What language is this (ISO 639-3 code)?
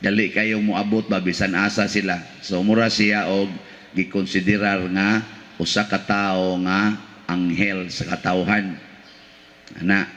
ceb